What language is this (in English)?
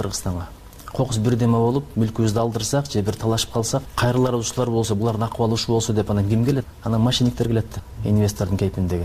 Kyrgyz